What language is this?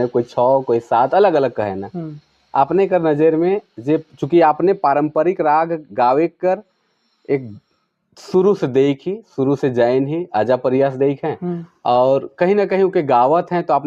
Sadri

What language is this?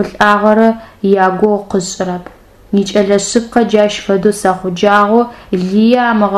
Adyghe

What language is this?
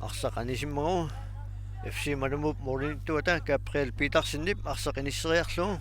Kalaallisut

